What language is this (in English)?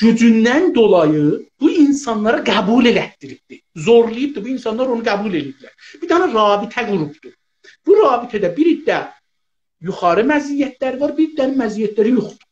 South Azerbaijani